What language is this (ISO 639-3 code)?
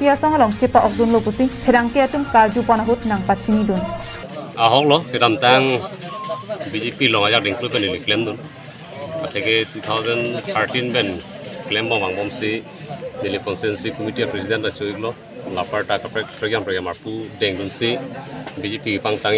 mjw